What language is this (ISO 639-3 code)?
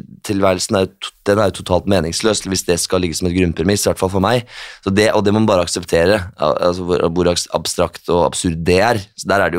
nor